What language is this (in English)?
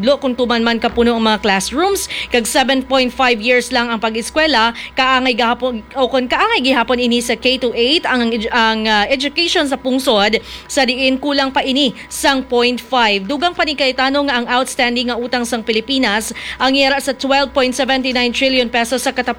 Hiligaynon